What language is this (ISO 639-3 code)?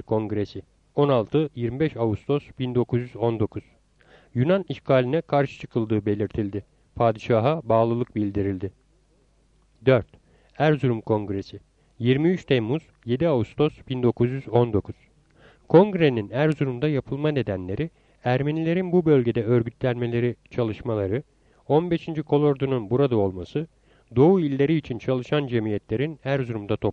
tur